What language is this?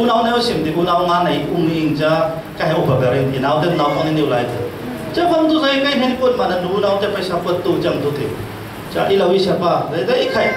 Falam Chin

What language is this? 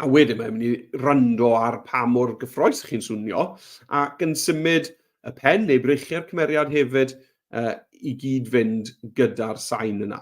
Welsh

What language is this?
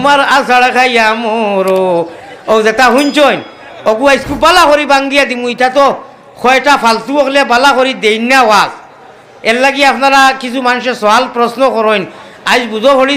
Sylheti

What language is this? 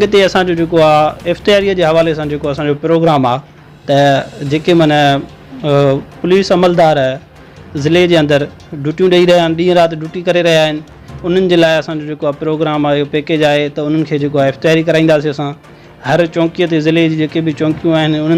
Sindhi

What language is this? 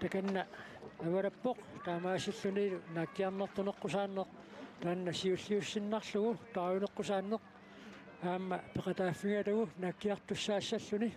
Kalaallisut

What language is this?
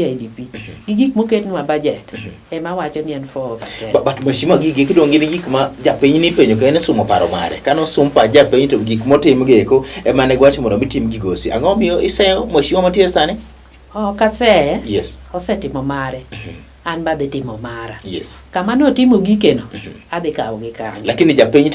Luo (Kenya and Tanzania)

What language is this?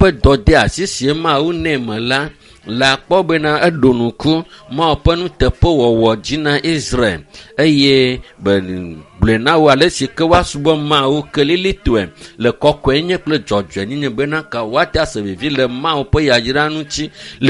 Ewe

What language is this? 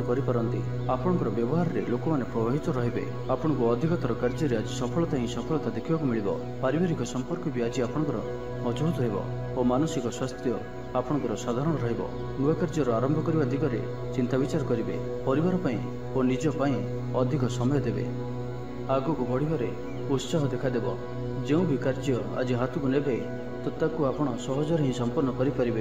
Odia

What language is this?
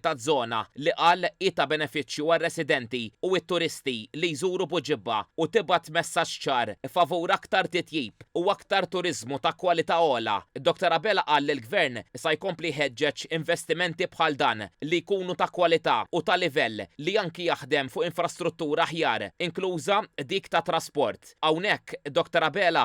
Maltese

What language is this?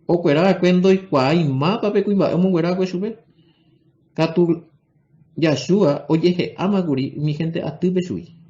Guarani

